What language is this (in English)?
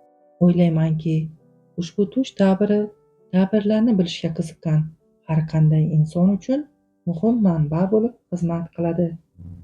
Uzbek